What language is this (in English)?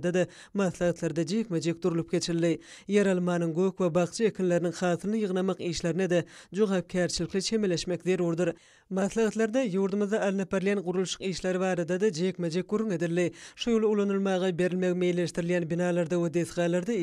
Turkmen